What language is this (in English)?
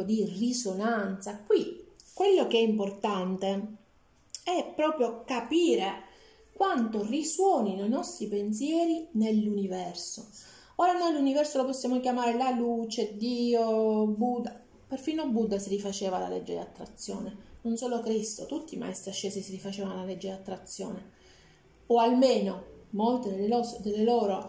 Italian